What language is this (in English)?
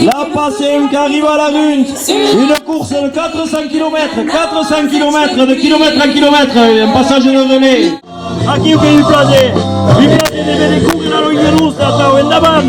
Occitan